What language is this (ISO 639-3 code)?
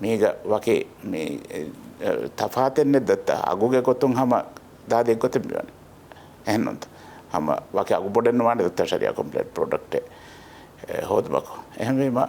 div